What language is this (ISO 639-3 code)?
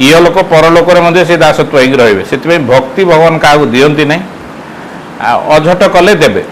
ori